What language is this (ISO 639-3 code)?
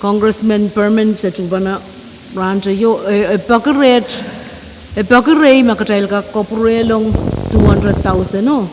pon